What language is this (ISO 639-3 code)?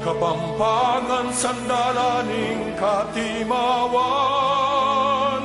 pam